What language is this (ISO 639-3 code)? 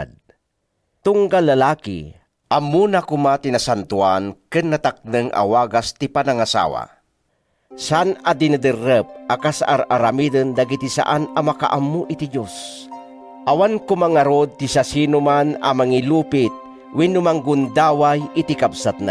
ilo